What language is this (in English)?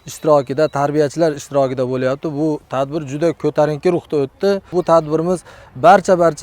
Uzbek